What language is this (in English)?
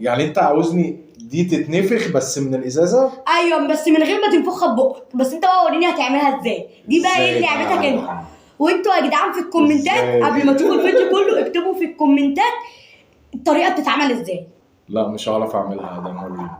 Egyptian Arabic